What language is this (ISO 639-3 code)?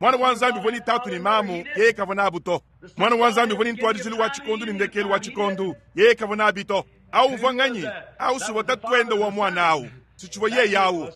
lua